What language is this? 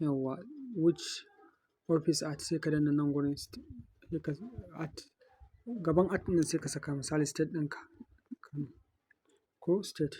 Hausa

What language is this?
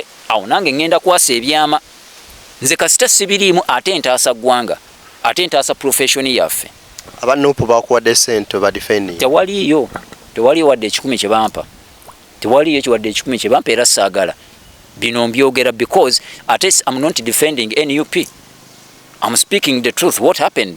Ganda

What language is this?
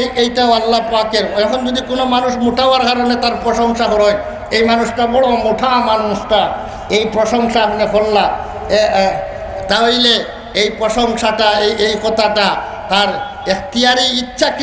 Sylheti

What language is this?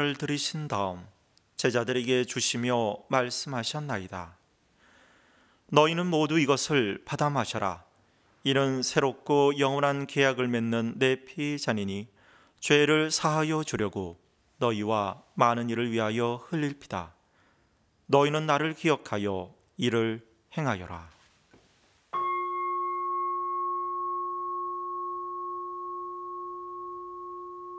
Korean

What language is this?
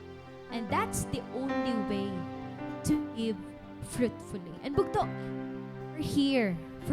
Waray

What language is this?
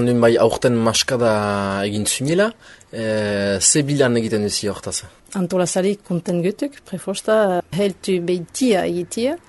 Basque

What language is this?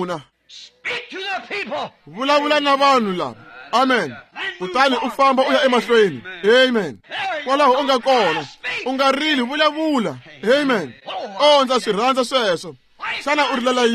Tsonga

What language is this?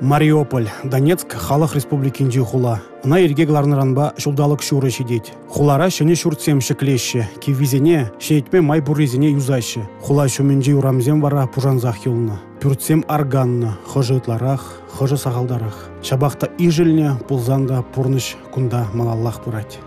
Chuvash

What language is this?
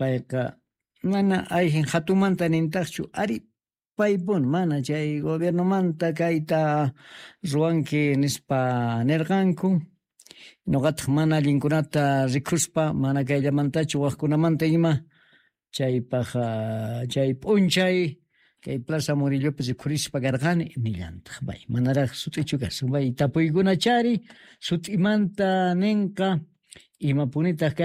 Quechua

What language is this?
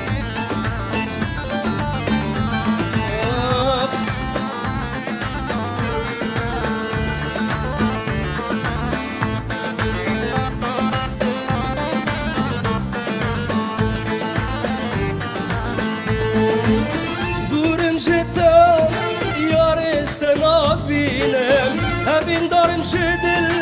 Persian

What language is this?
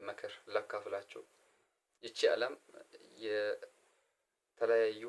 Amharic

